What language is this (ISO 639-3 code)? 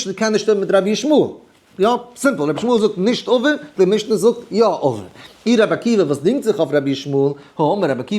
yid